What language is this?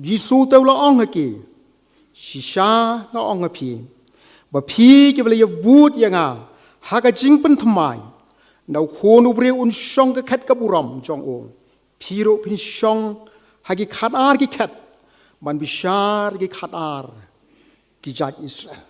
Khasi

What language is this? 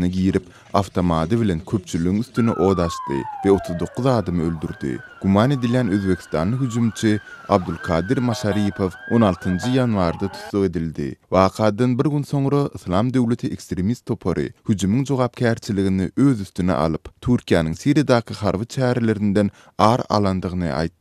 Turkmen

